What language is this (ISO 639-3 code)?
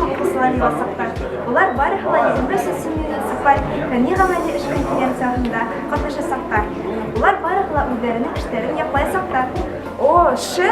bak